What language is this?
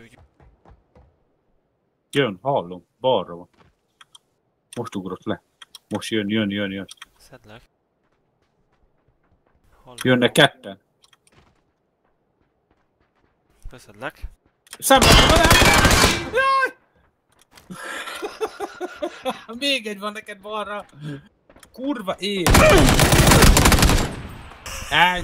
Hungarian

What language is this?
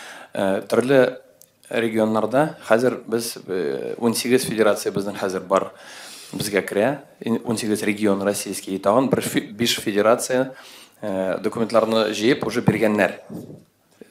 Tatar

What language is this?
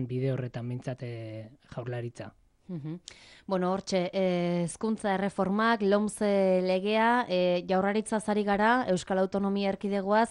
Basque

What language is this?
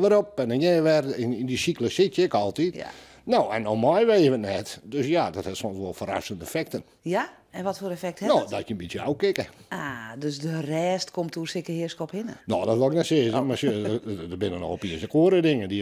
Western Frisian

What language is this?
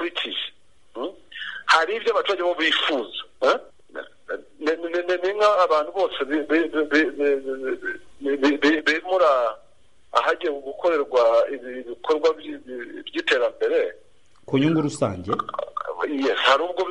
Kinyarwanda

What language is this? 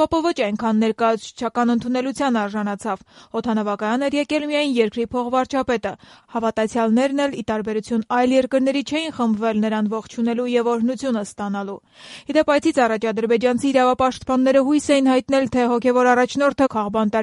Armenian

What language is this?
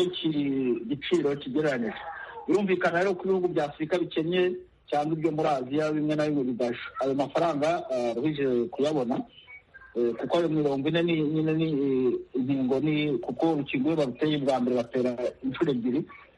Kinyarwanda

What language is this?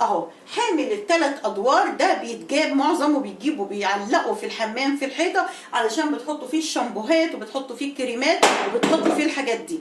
Egyptian Arabic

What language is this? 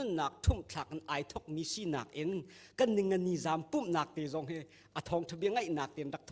Hakha Chin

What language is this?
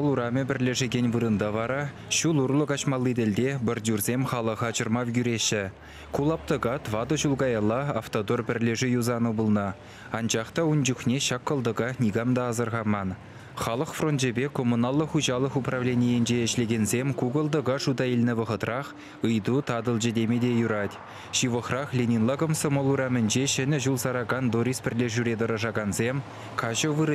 Chuvash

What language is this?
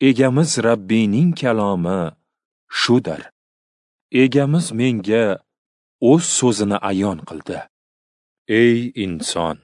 Uzbek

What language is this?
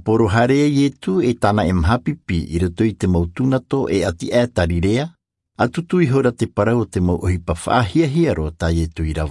Tahitian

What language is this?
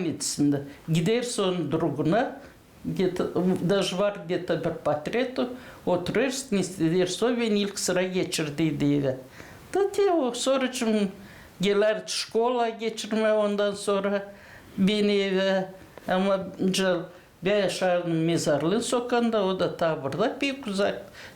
Gagauz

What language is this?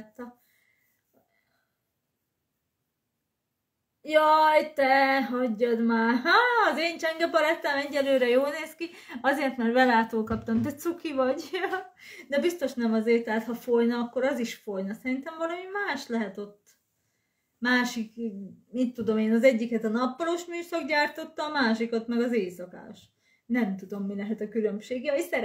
Hungarian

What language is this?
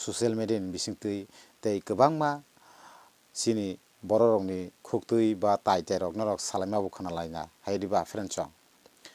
Kok Borok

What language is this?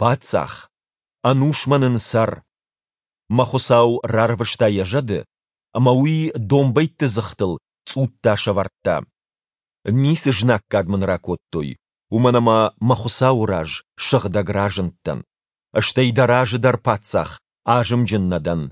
Ossetic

